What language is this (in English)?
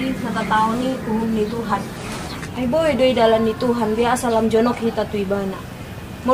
Batak Toba